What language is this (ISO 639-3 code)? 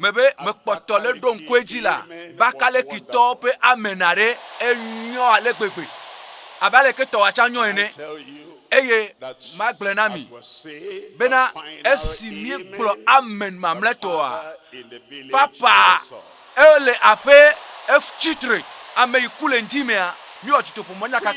ewe